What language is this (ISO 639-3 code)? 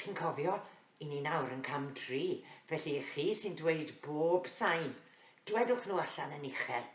cym